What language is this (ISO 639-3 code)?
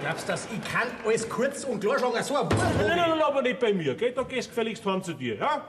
bar